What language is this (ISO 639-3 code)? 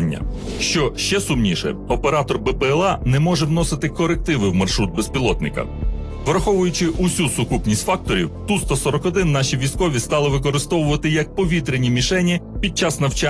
ukr